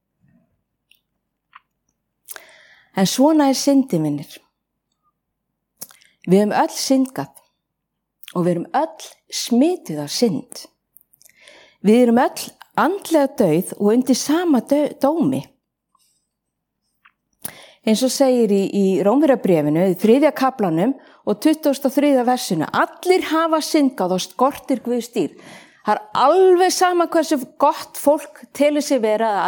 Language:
Icelandic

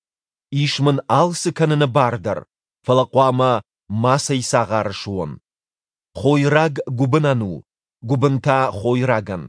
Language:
Ossetic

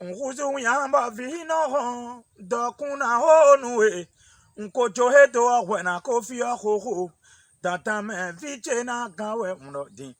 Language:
Fon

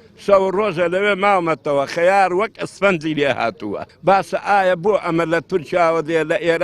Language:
Central Kurdish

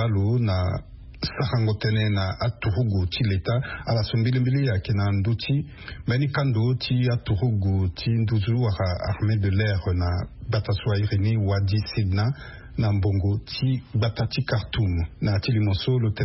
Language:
Sango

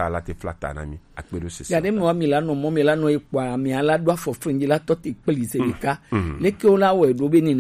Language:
Gen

